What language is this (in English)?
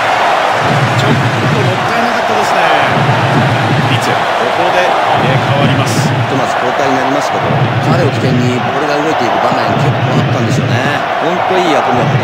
Japanese